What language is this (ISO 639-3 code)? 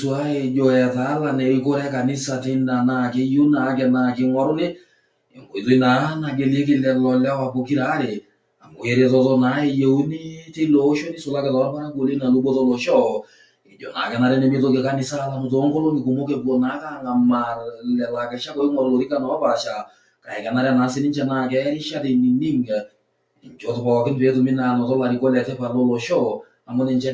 mas